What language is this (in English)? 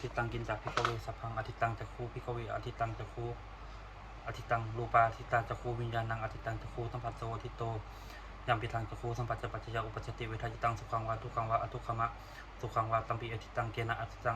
Pali